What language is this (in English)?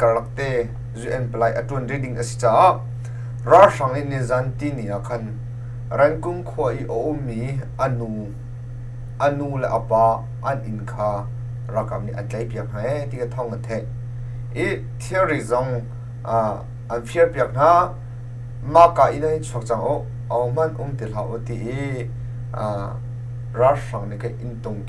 Hakha Chin